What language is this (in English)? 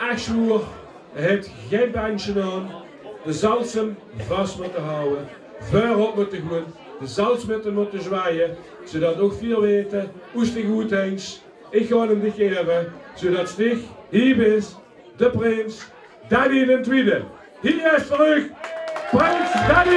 Limburgish